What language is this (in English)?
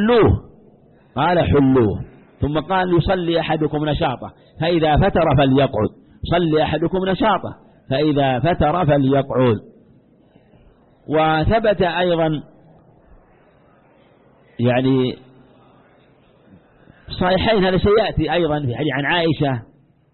Arabic